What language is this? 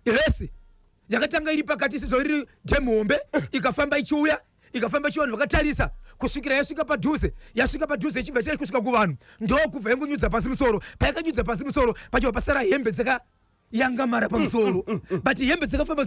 Shona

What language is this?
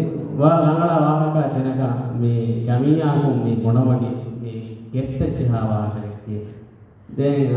Divehi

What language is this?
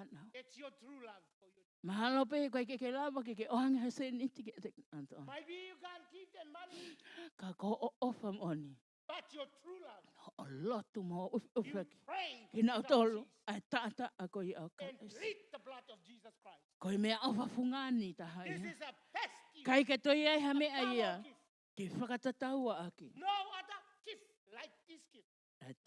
Tongan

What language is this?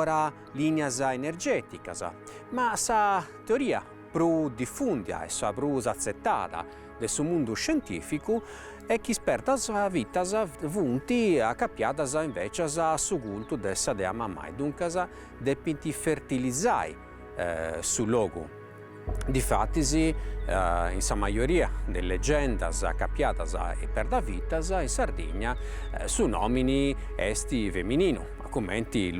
Sardinian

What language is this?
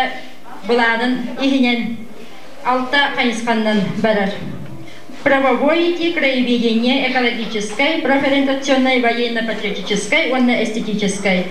Yakut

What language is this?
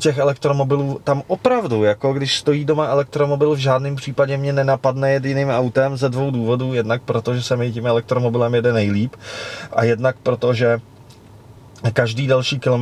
Czech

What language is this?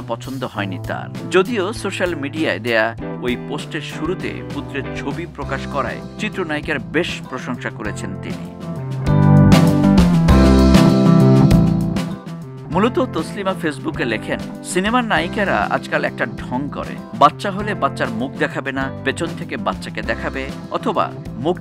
Bangla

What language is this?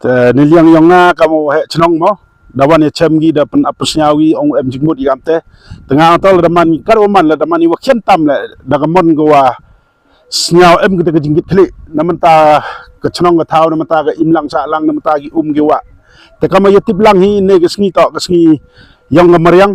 Khasi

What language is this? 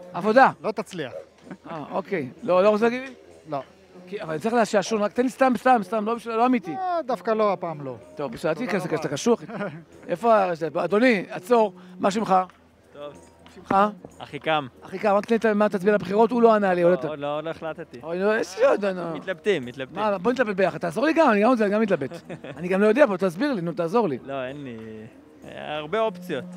Hebrew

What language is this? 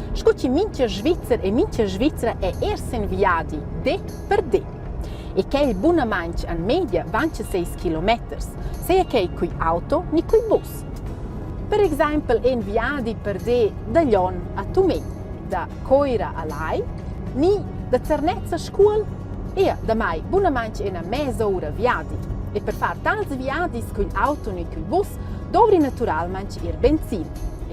Romansh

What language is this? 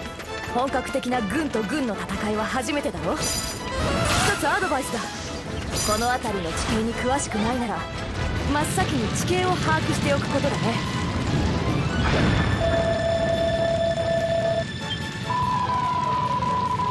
Japanese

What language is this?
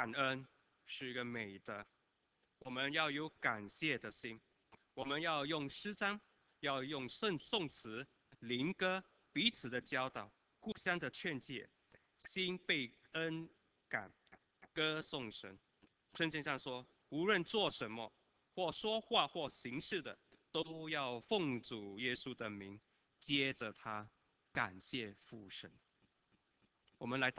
Chinese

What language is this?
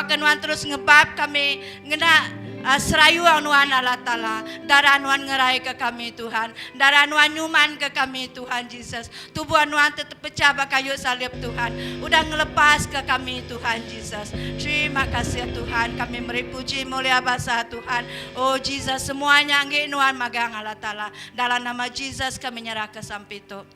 Iban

